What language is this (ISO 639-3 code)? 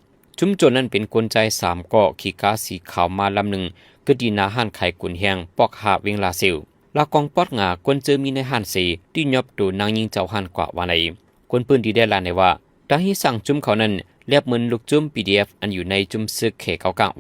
shn